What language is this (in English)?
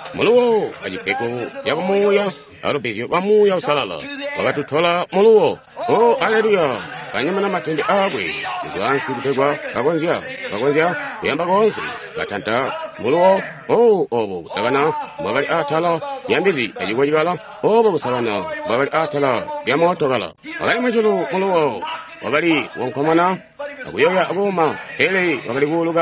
Tonga (Zambia)